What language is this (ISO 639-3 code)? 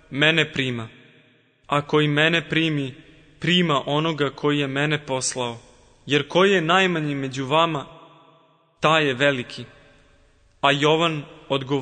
srp